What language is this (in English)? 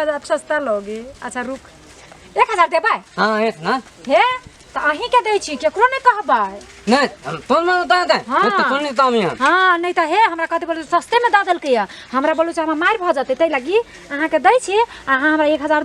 Maithili